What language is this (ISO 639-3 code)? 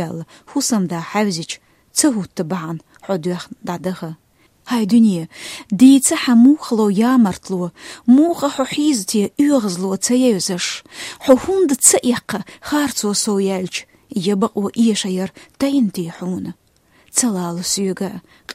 che